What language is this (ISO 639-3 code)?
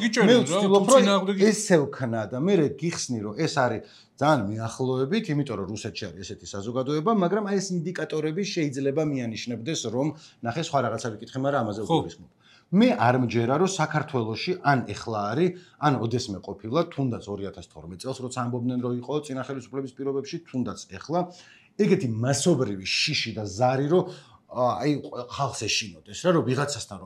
kat